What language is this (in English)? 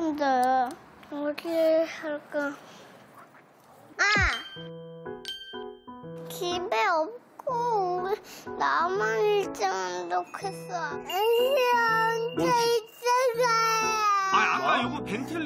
Korean